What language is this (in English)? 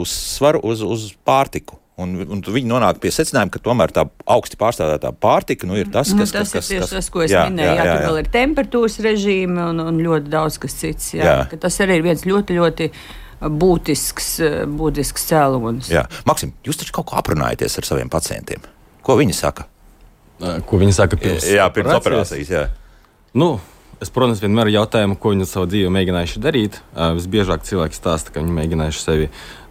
Latvian